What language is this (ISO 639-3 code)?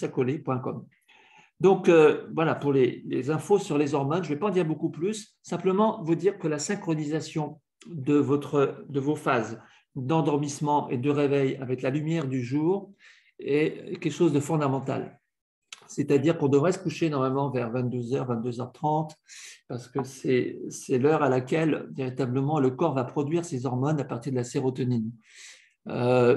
fra